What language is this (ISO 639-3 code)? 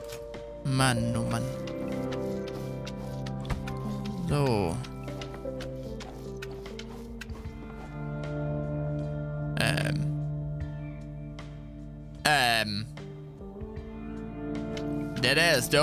deu